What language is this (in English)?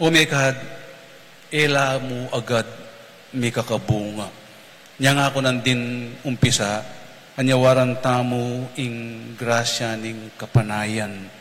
Pampanga